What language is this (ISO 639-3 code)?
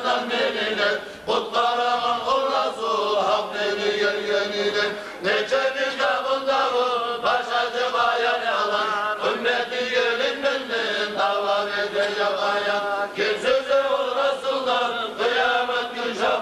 kum